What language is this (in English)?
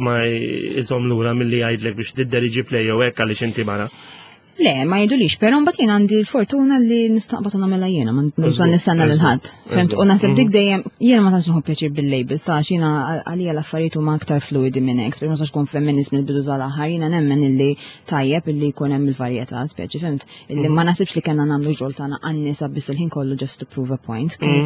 Maltese